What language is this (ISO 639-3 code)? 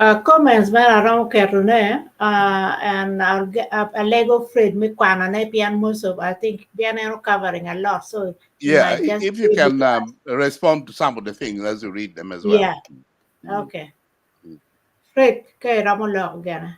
ach